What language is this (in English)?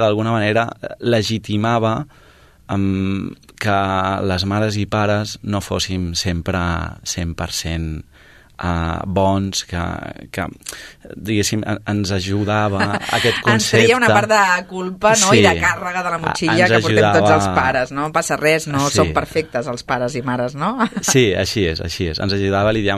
Catalan